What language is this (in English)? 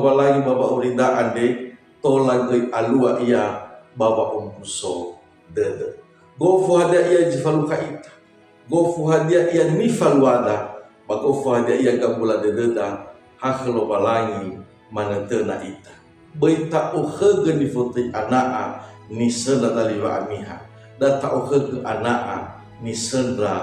Nias